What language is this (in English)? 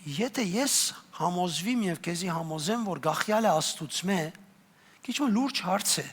Western Armenian